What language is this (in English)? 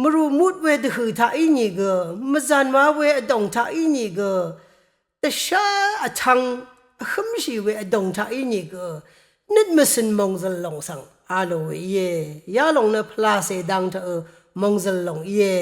Rawang